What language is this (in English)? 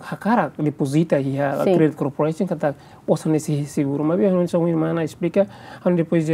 Tetum